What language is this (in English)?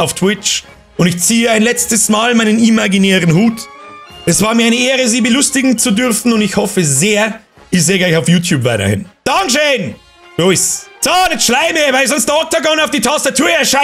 Bavarian